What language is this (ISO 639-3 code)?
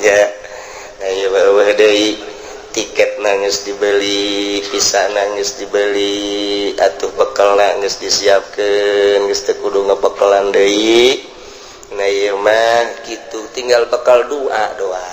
sun